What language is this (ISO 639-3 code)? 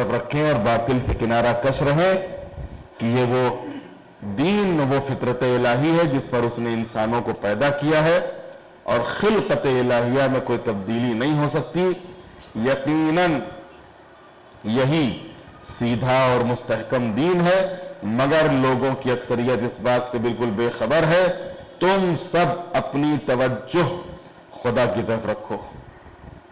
urd